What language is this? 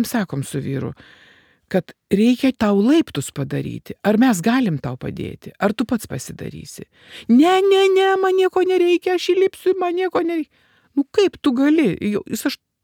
Lithuanian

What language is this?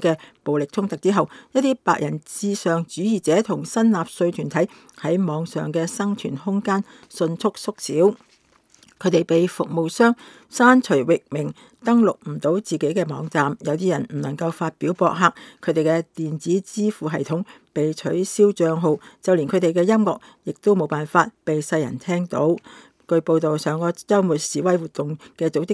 Cantonese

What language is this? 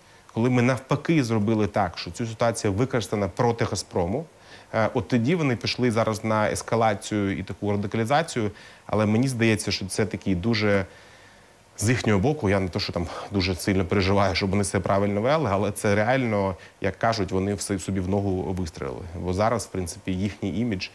Ukrainian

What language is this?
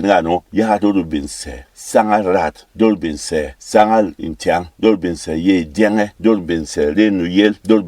Berom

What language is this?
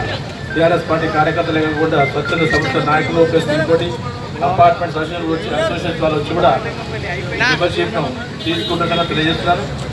Telugu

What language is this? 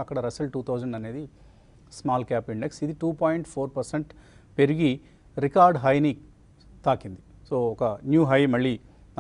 Telugu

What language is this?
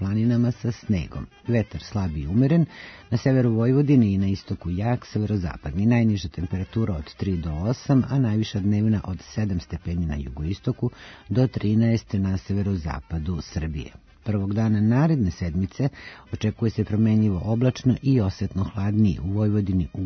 Serbian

